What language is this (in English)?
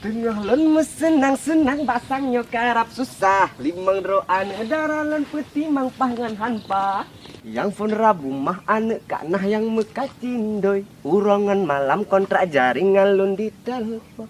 Achinese